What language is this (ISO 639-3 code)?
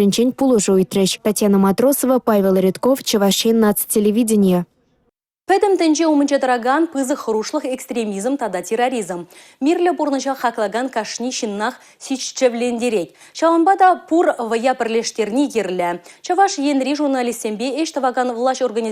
chv